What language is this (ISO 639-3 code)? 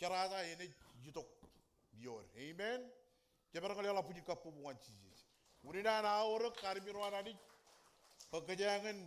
mah